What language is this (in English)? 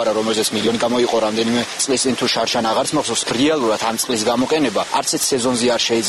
Georgian